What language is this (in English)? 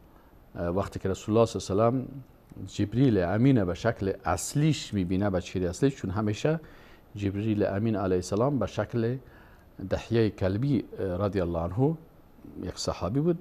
Persian